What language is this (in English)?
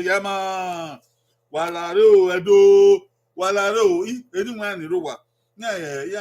Bini